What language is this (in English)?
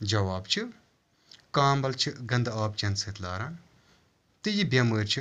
Kashmiri